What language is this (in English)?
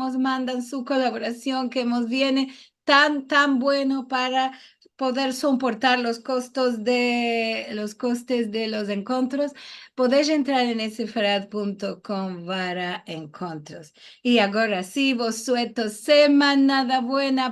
Ladino